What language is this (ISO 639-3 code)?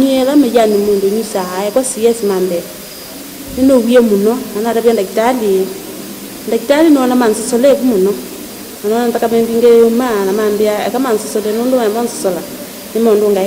kam